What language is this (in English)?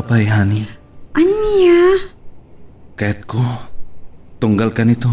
Iloko